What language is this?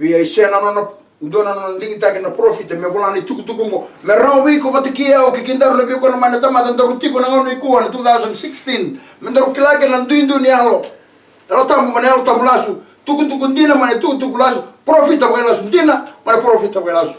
Fijian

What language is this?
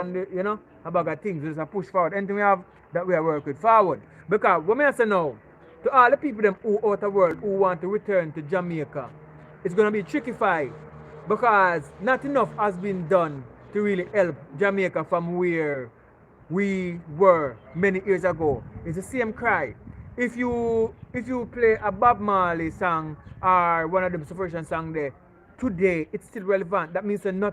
Jamaican Creole English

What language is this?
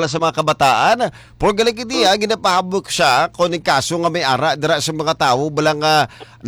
Hiligaynon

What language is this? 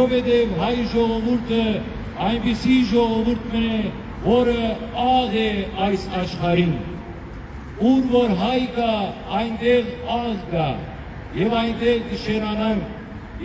Western Armenian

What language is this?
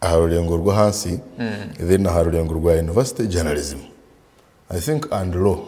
Nyankole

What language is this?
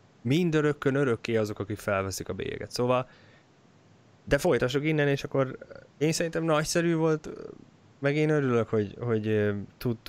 Hungarian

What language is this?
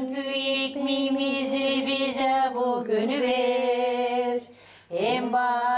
Gagauz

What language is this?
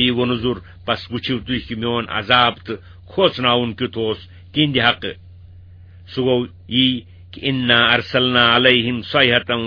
Kashmiri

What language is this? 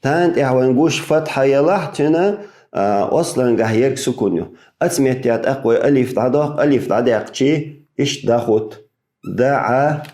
Chechen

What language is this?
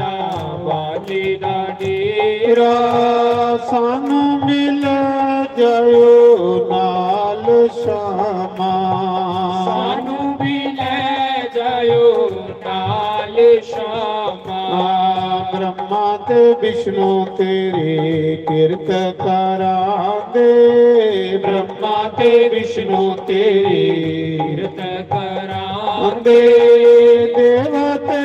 Dogri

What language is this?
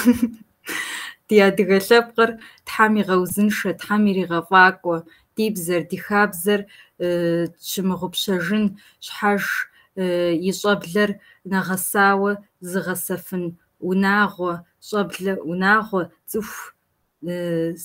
Kabardian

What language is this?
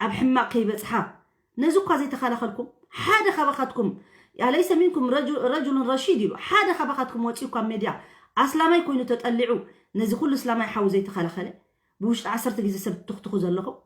Tigrinya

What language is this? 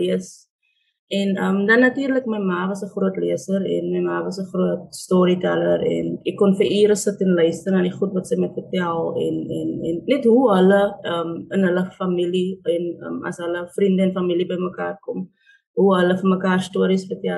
Afrikaans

